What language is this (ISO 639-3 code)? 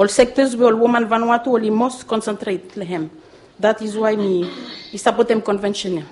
bis